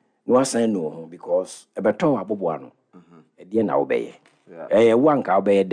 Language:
Akan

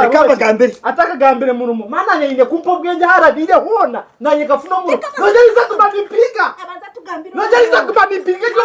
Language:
Nyankole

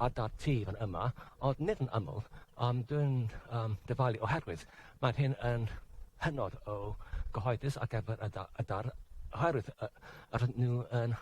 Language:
Welsh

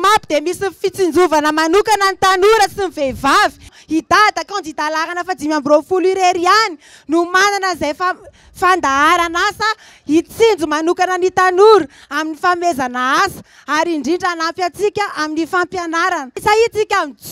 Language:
Malagasy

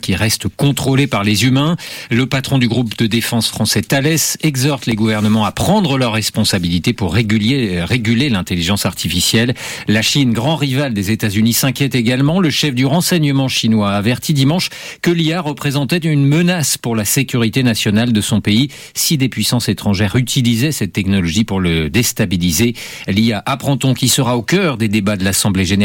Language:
French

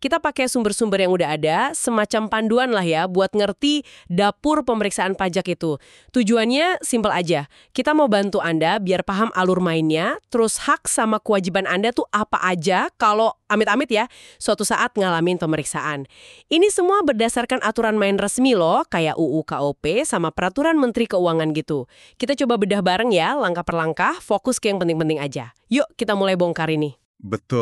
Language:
Indonesian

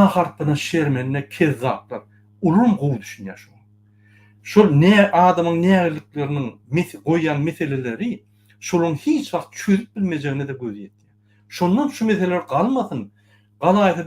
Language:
Turkmen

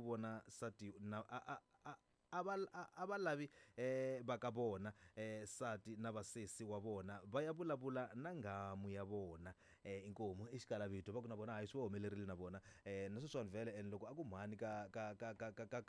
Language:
Tsonga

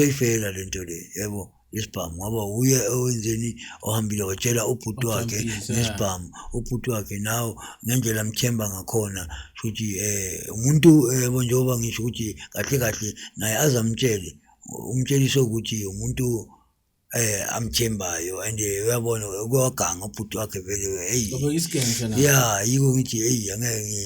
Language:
Zulu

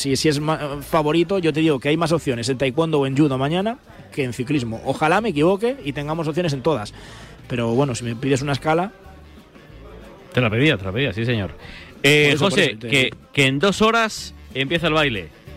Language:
Spanish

